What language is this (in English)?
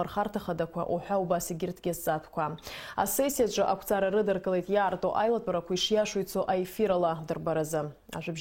Abkhazian